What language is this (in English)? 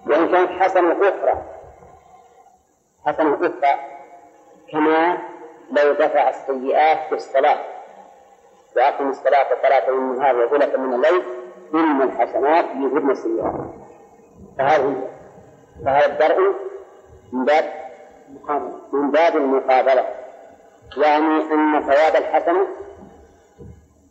Arabic